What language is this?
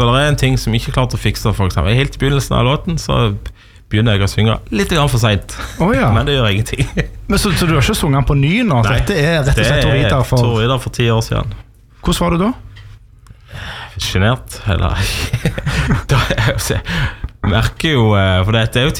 Norwegian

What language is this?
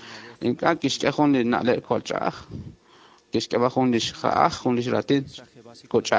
Kekchí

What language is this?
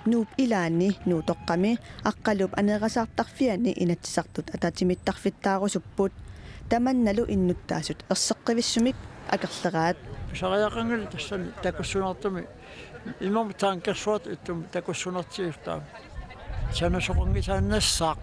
Kalaallisut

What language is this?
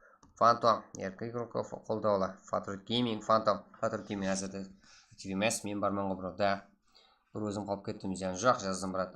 Kara-Kalpak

